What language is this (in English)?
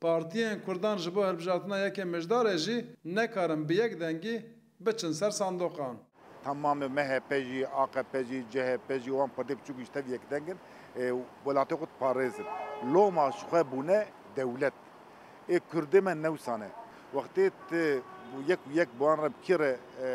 Kurdish